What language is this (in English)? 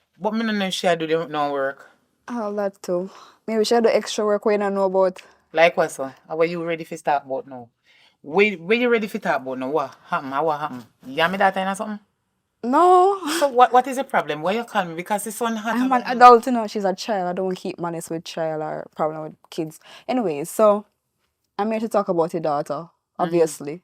Jamaican Creole English